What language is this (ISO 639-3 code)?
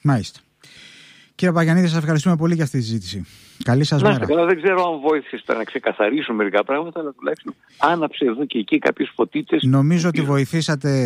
ell